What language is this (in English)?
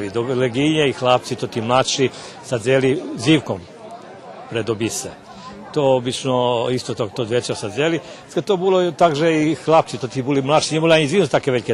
Rusyn